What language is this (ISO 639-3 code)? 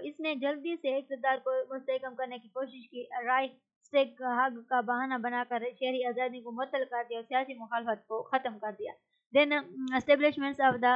urd